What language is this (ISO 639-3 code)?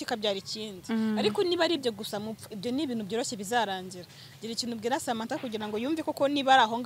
kin